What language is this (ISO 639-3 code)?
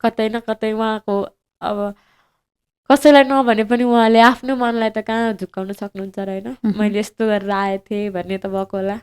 nep